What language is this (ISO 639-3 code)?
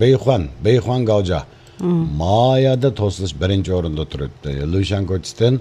uig